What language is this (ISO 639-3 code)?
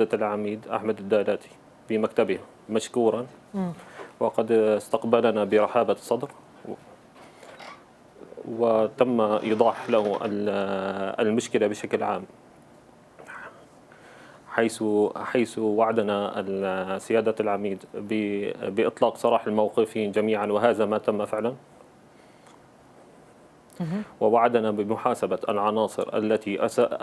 ara